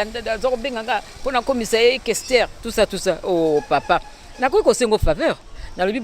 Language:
Lingala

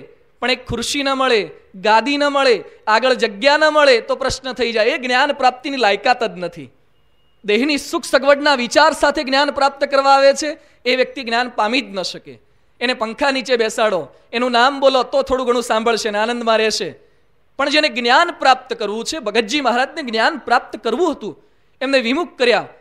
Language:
Gujarati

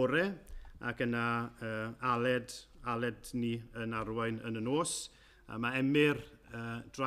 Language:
Welsh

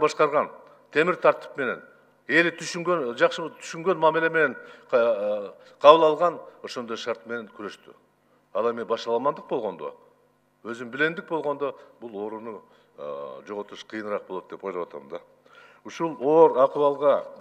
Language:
Kyrgyz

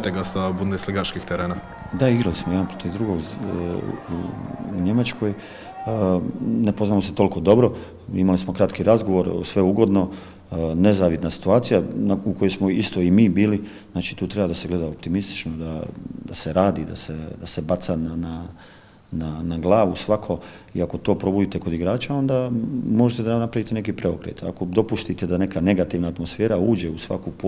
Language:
Croatian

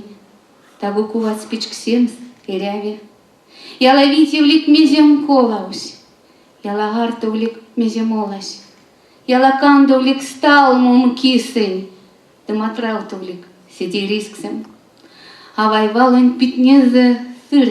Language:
Erzya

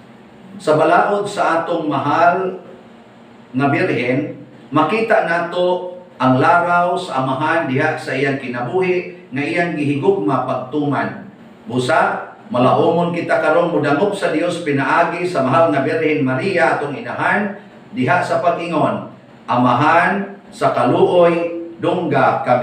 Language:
Cebuano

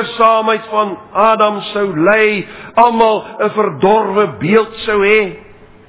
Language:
Afrikaans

